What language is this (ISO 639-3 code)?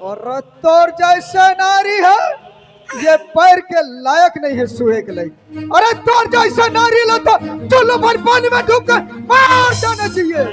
hne